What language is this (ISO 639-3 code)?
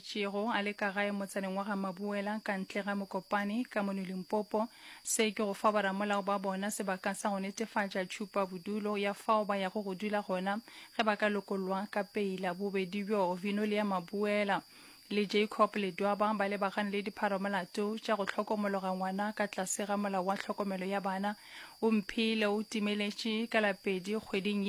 nso